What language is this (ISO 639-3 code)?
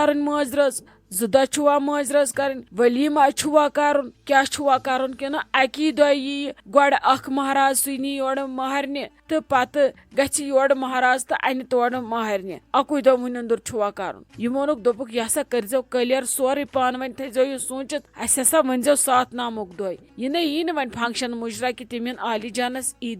kas